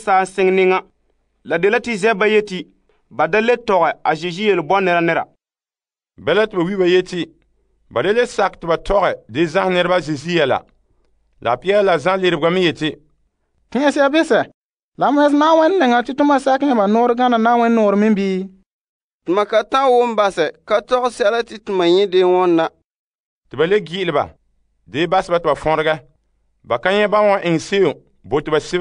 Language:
Frafra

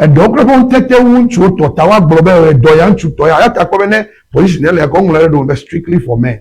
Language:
Ewe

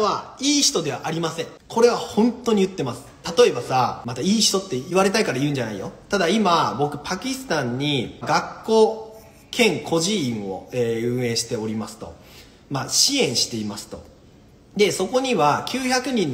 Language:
Japanese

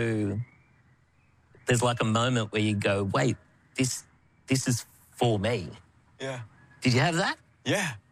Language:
English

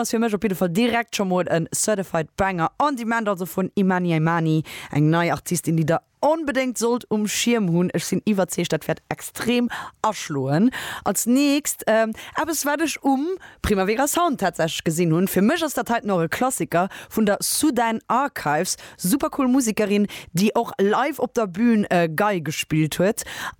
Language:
Luxembourgish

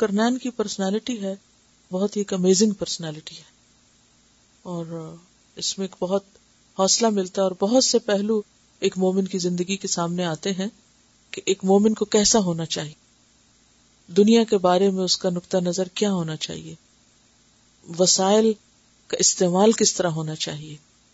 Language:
Urdu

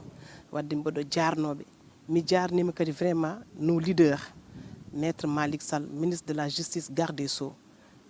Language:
Fula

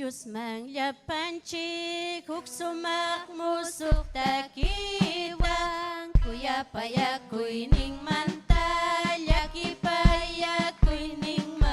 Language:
Ayacucho Quechua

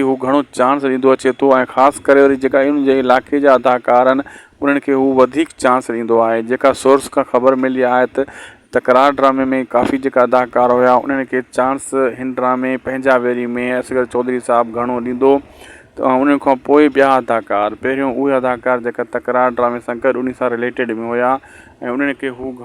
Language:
Sindhi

